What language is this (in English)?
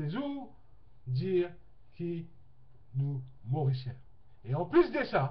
Morisyen